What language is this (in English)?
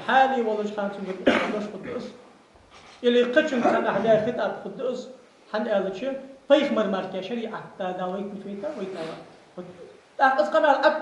Ingush